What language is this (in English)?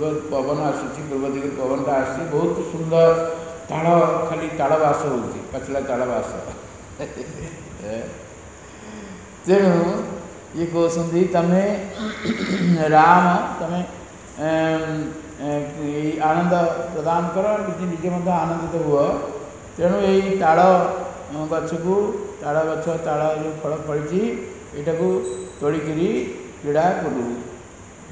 Odia